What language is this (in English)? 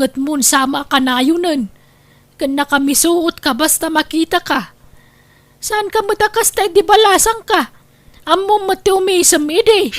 Iloko